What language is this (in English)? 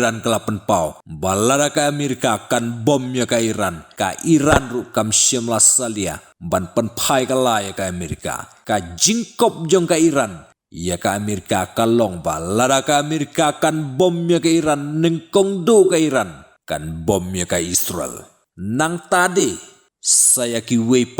Khasi